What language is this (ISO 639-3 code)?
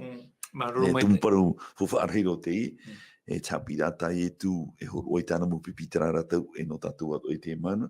tah